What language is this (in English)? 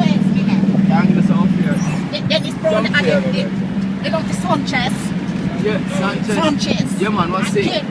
Jamaican Creole English